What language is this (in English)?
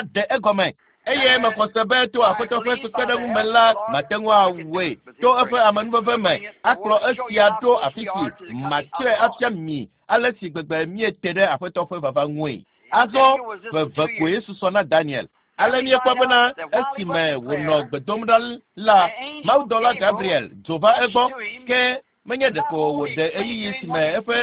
Ewe